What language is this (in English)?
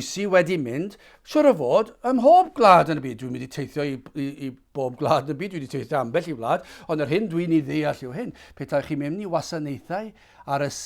Welsh